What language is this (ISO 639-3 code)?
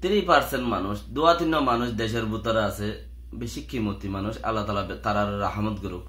rhg